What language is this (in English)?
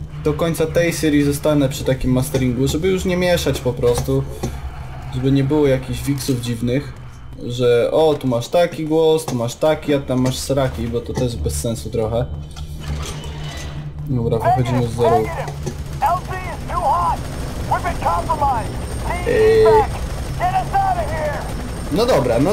Polish